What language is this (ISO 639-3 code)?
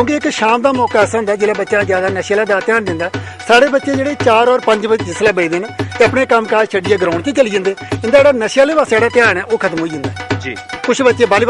doi